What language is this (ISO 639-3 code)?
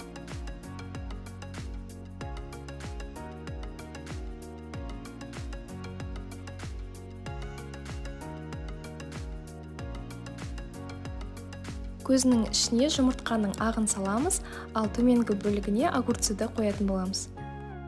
kaz